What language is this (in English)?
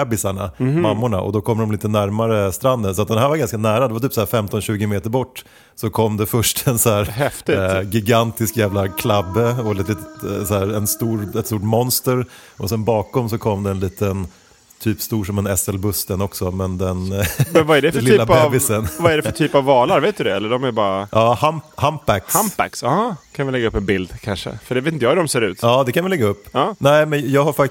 Swedish